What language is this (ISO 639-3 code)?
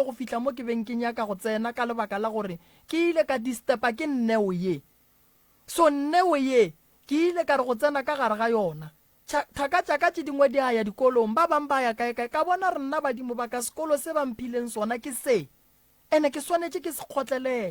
nso